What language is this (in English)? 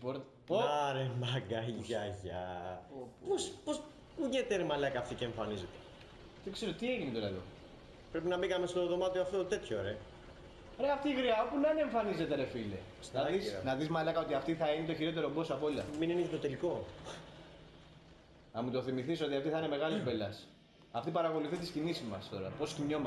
Greek